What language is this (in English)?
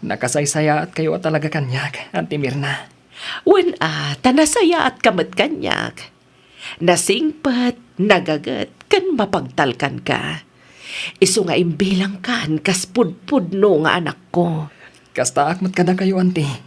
Iloko